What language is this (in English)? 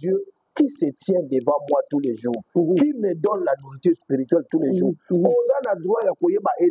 Lingala